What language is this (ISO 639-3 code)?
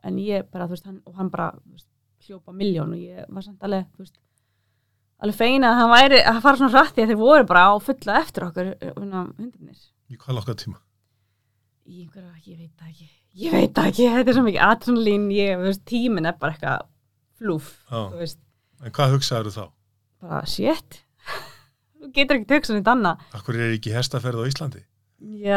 isl